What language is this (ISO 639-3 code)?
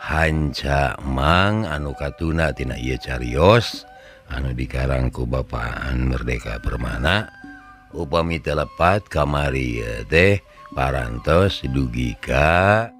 sun